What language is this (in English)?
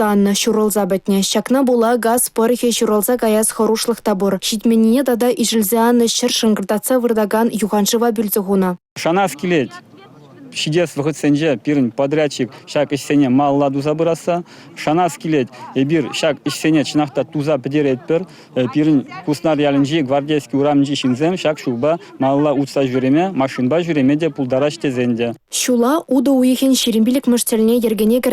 Chuvash